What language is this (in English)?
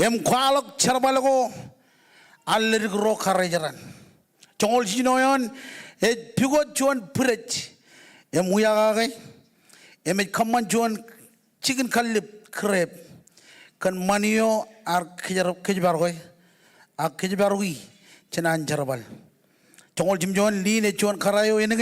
Marshallese